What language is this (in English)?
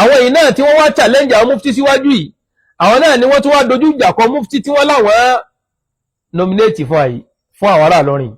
Yoruba